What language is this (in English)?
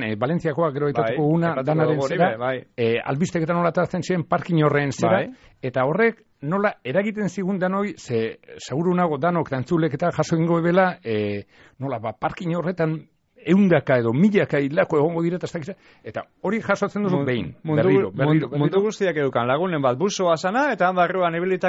Basque